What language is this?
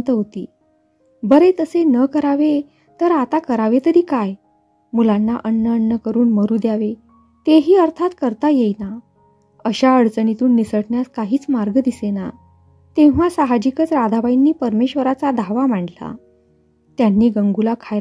Marathi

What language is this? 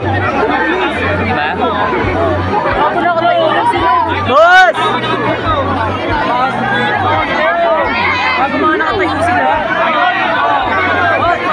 Filipino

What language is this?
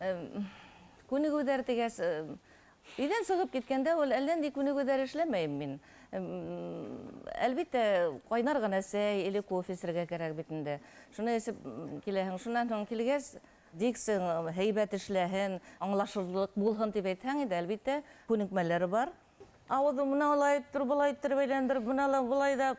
Bashkir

